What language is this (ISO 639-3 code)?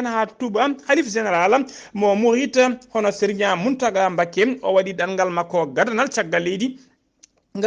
ful